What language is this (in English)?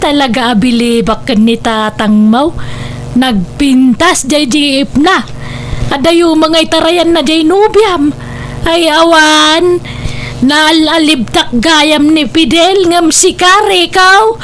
Iloko